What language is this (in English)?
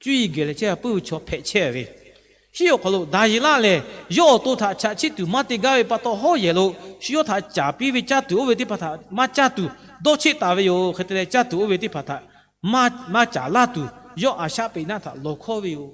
Lahu